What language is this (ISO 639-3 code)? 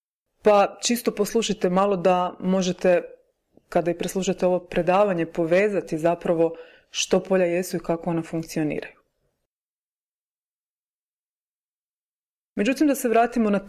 hrv